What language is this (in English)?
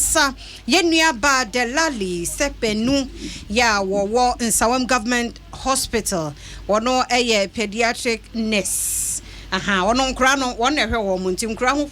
Akan